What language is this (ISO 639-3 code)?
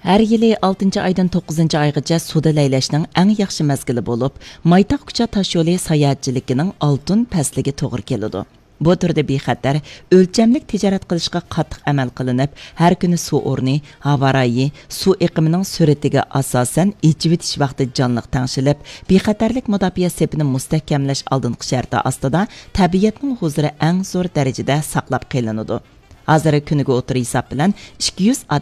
uig